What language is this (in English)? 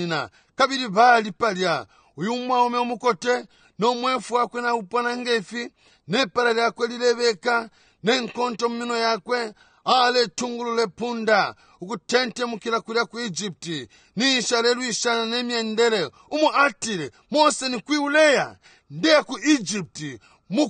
Bemba